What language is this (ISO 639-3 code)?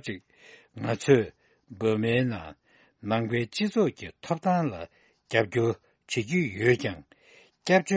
bod